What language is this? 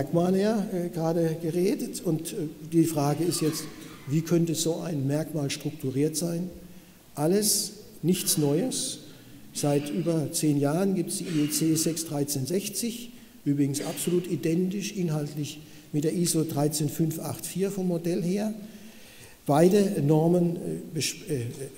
German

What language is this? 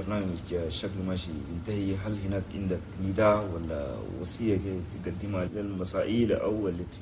Chadian Arabic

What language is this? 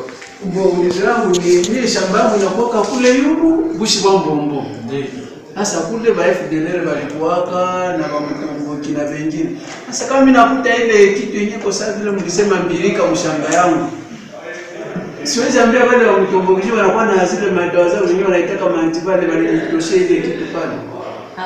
Swahili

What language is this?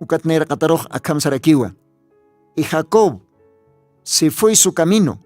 Aymara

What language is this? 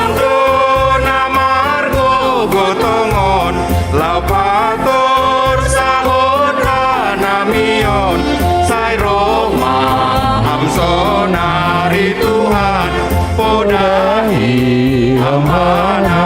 Batak Simalungun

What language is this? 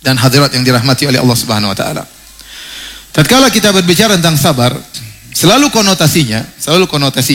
Indonesian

